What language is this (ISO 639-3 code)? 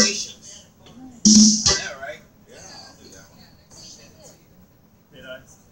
eng